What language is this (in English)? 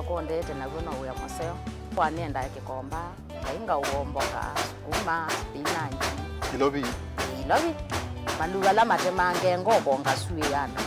Kamba